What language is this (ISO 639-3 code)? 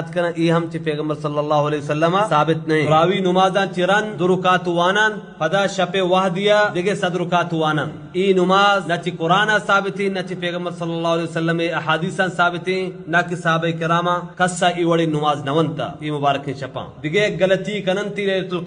bal